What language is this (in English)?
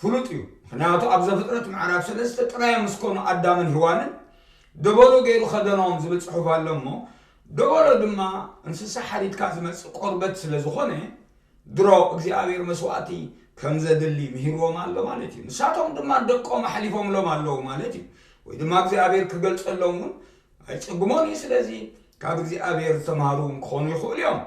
Tigrinya